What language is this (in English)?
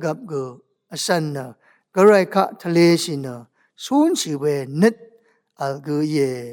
Rawang